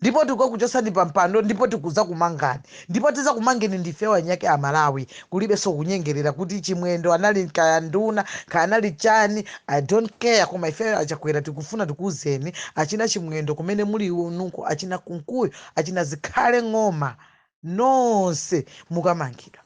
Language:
Nyanja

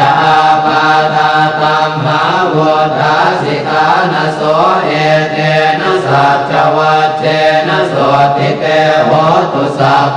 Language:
Pali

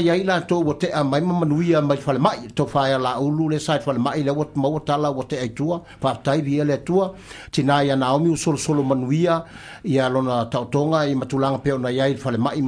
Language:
Samoan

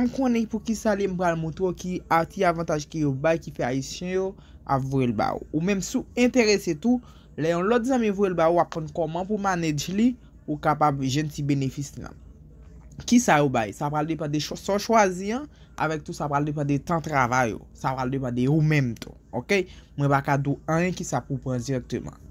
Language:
Haitian Creole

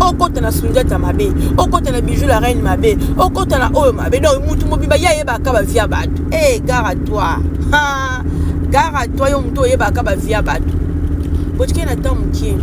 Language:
Lingala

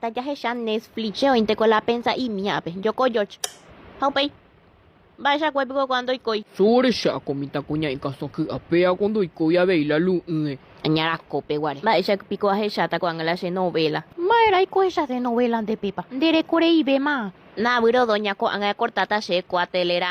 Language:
Guarani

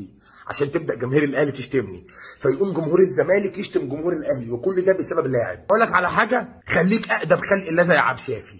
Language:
Egyptian Arabic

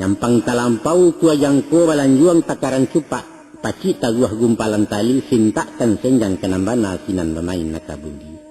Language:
Minangkabau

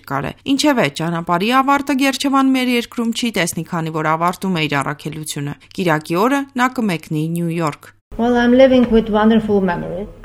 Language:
Armenian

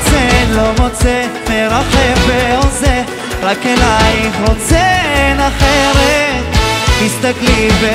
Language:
Hebrew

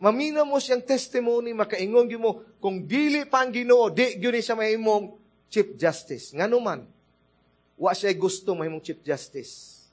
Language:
Cebuano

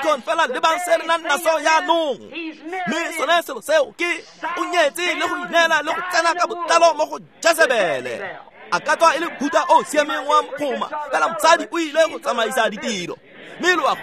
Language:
Tswana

